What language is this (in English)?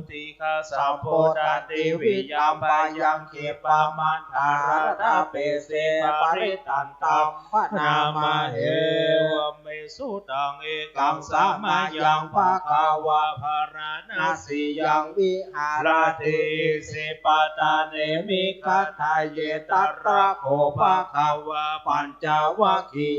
Pali